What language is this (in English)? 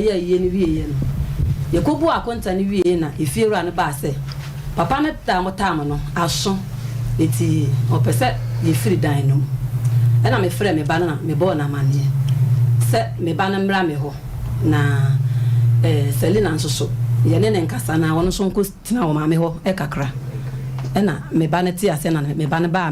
Akan